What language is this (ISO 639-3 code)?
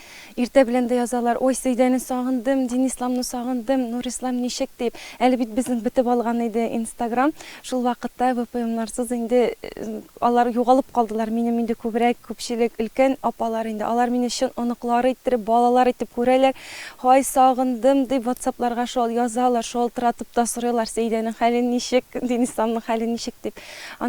tat